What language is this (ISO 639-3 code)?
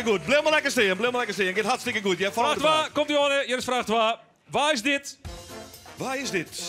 fry